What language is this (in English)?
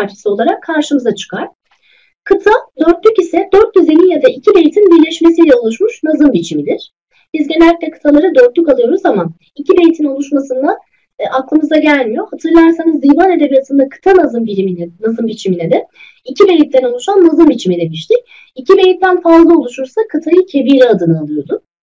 Turkish